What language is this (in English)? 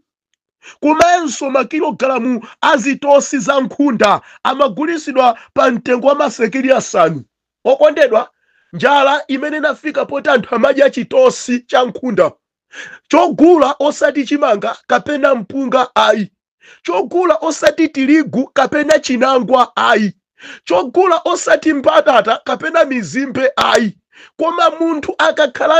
Nyanja